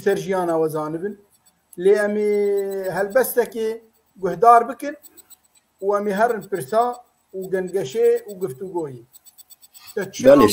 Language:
Kurdish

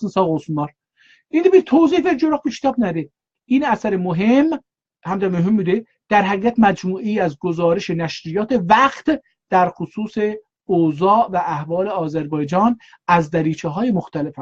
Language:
South Azerbaijani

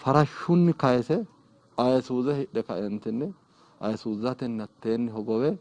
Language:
Sidamo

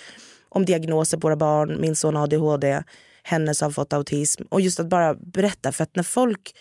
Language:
Swedish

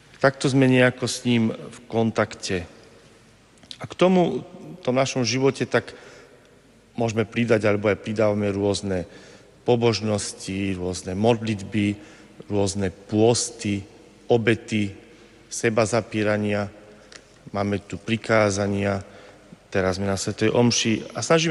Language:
Slovak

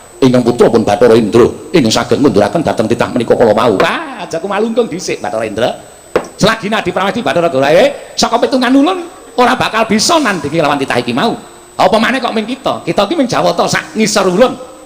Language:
Javanese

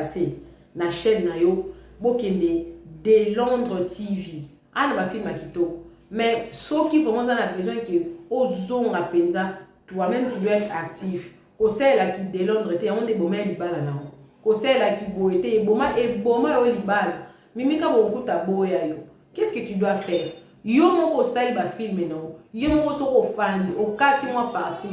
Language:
Lingala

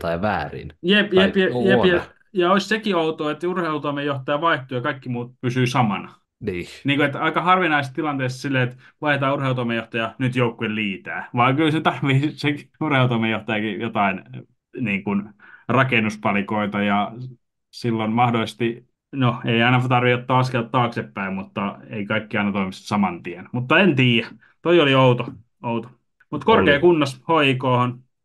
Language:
Finnish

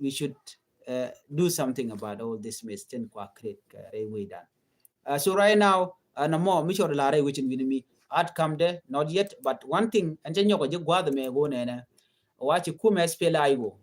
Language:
Nuer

